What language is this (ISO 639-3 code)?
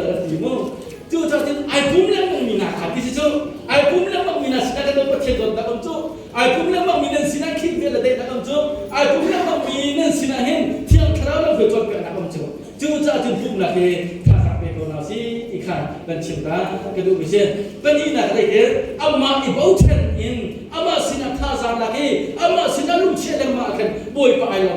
cnh